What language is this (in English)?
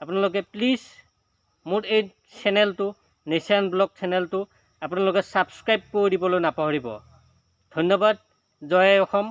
Assamese